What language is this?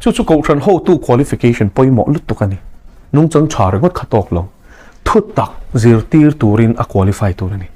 Mizo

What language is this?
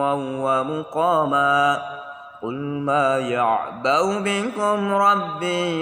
Arabic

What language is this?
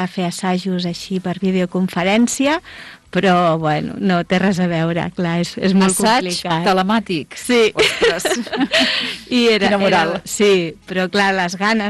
Catalan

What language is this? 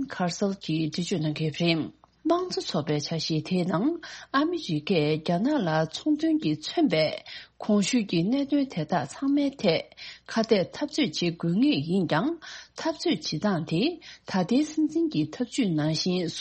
Tibetan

